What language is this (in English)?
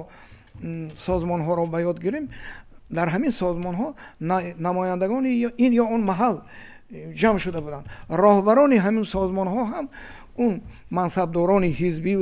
Tajik